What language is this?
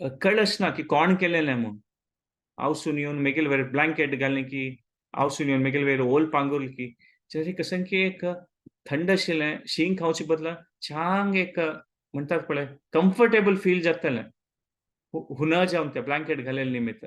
Konkani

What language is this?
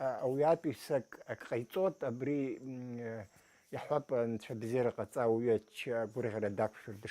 Abkhazian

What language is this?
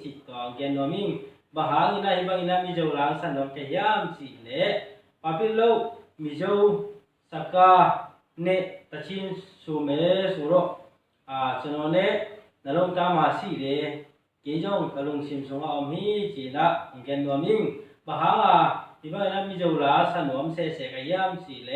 Tedim Chin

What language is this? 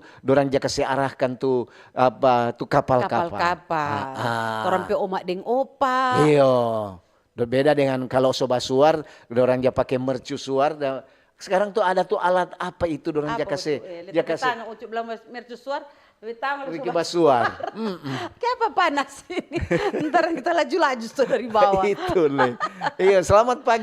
Manado Malay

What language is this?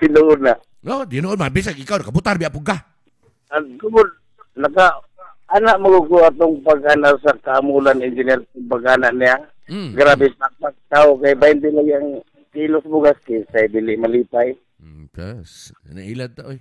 Cebuano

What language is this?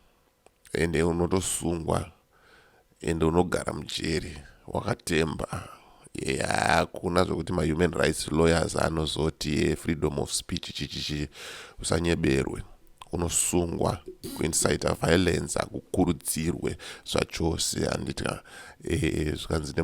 Shona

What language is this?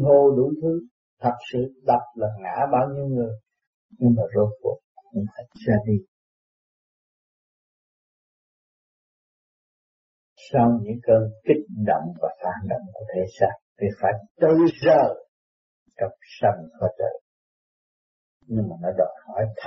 Vietnamese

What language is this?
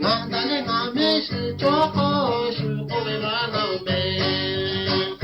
Lahu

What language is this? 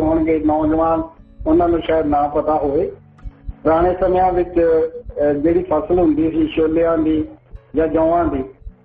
Punjabi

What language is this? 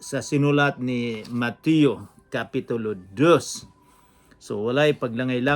Cebuano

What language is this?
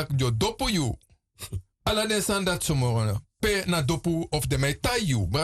Sranan Tongo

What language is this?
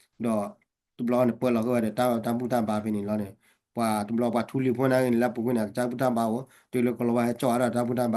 S'gaw Karen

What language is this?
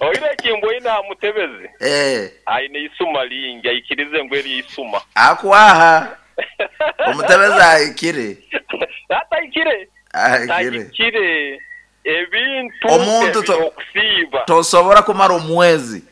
Nyankole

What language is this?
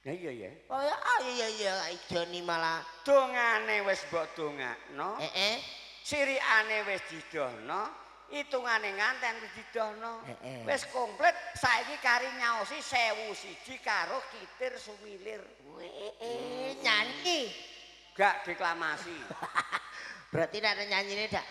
Javanese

